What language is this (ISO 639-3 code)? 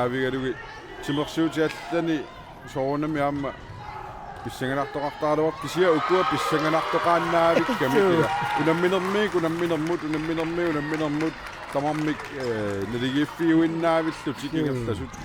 kal